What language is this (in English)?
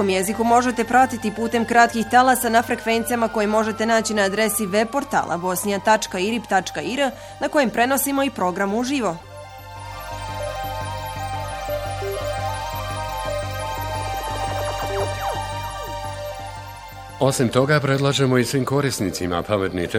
Bosnian